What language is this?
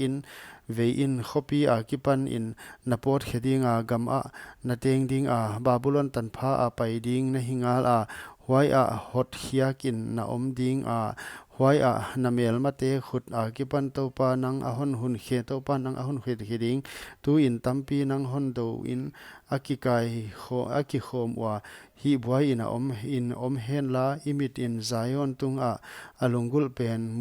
Paite Chin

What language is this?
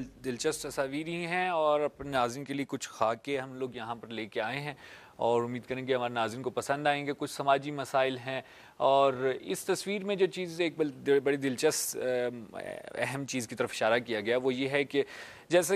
Urdu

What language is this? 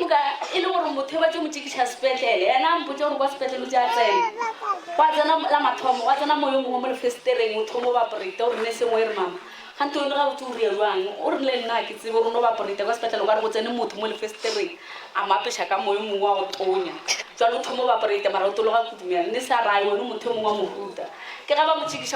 Northern Sotho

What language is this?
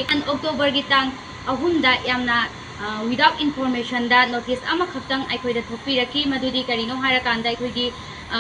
Manipuri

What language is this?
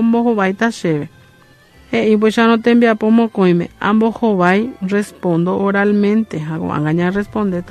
Guarani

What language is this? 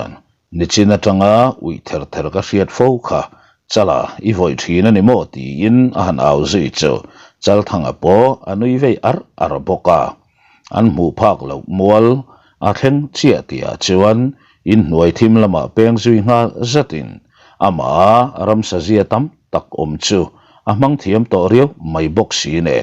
Mizo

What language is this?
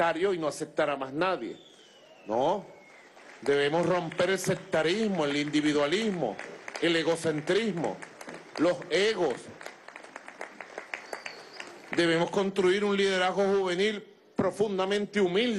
Spanish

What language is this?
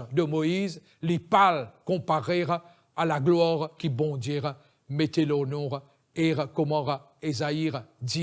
Morisyen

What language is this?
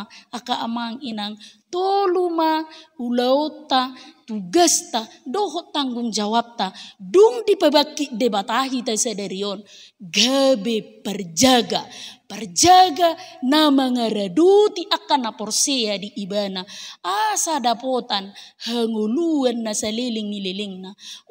Batak Toba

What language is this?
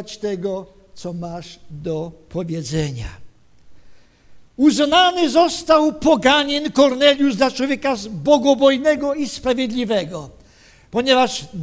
Polish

